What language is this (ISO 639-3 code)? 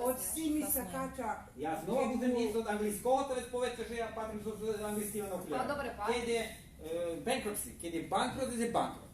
rue